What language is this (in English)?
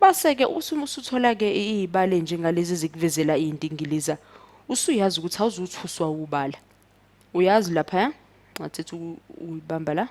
Zulu